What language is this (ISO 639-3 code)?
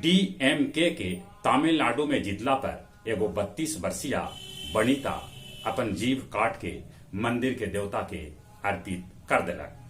mag